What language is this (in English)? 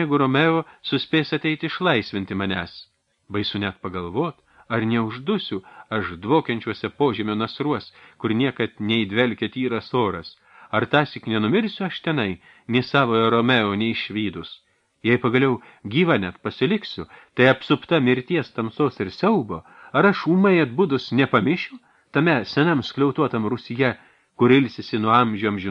Lithuanian